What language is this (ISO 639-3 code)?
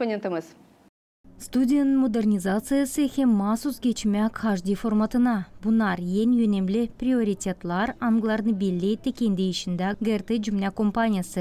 gag